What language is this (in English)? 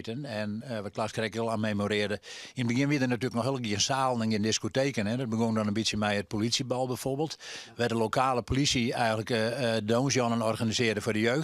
Western Frisian